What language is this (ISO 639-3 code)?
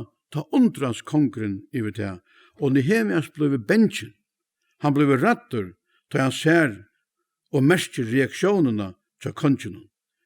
fao